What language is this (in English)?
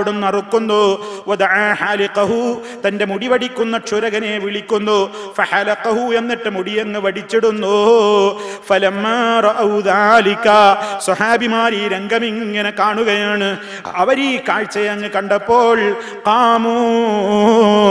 Malayalam